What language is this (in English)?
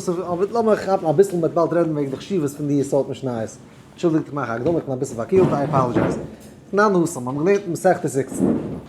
Yiddish